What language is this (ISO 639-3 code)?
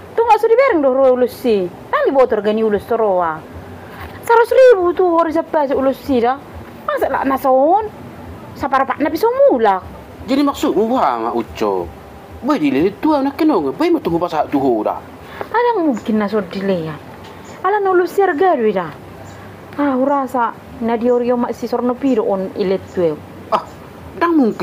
bbc